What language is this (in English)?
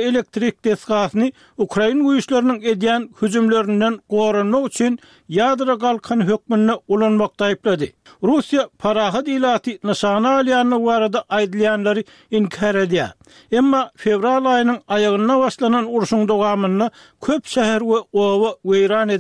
Turkmen